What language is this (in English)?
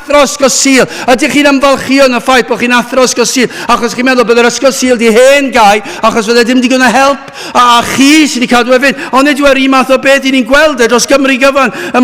Welsh